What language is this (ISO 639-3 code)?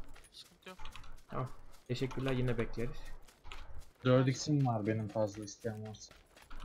tur